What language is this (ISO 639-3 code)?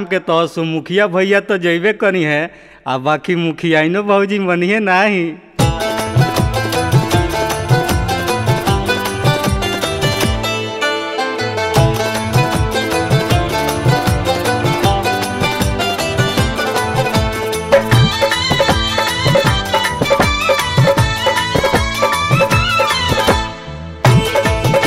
bho